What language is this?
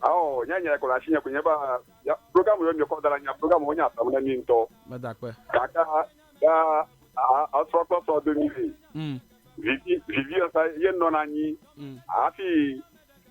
Ewe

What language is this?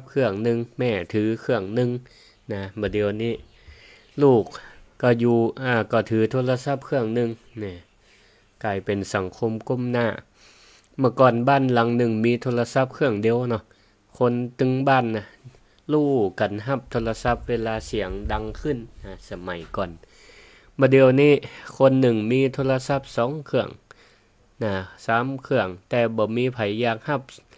Northern Thai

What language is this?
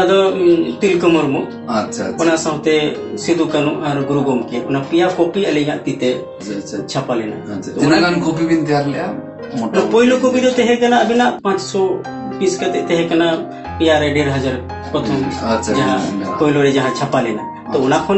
Santali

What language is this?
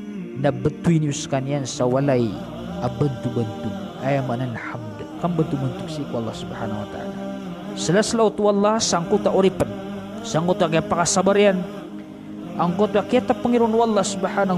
Maranao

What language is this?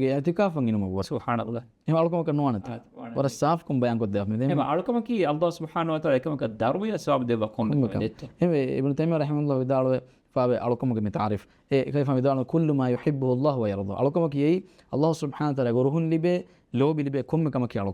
Divehi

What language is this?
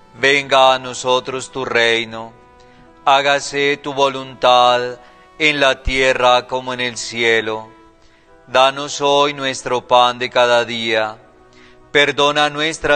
Spanish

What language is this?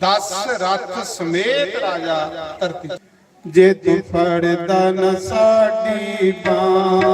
Dogri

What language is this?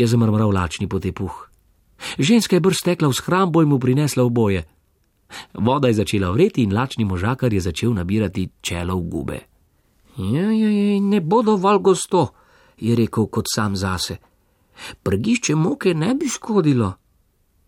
Slovenian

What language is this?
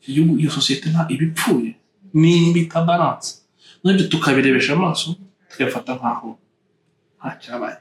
Kinyarwanda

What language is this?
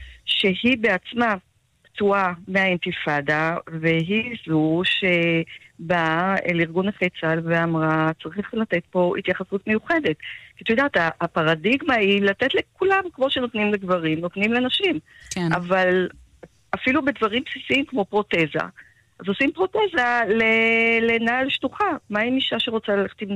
Hebrew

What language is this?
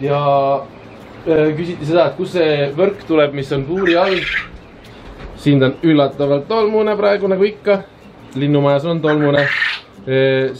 Estonian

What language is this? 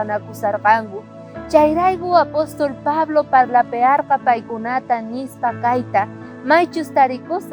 South Bolivian Quechua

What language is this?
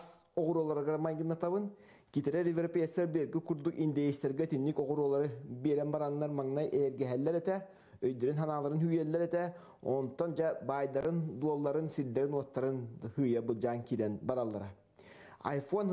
Yakut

